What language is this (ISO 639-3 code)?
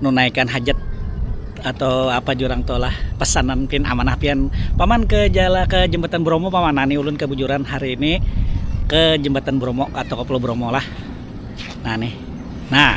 bjn